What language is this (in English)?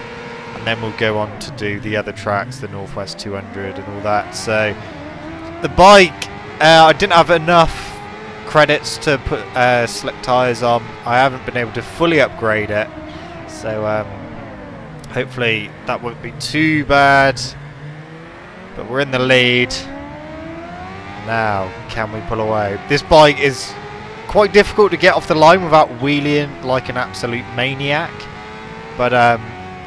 English